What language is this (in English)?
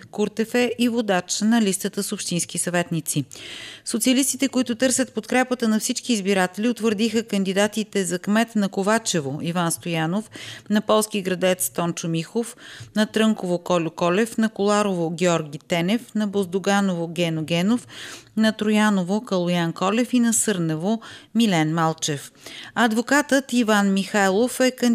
Bulgarian